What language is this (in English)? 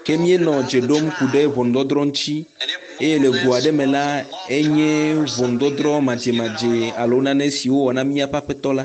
Ewe